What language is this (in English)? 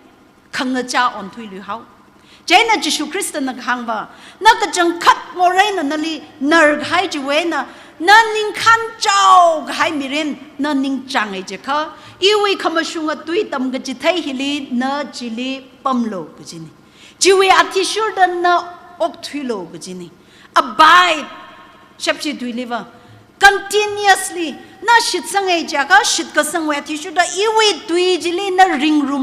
Tangkhul Naga (India)